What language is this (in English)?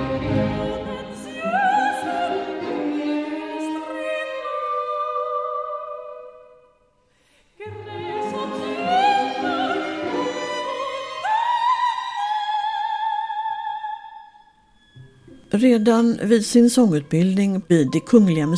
Swedish